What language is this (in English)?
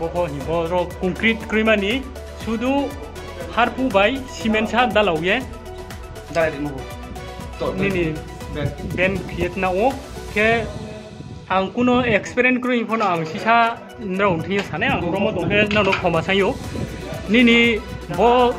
Riang (India)